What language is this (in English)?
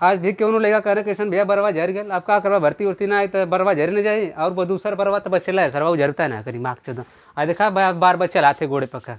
Bhojpuri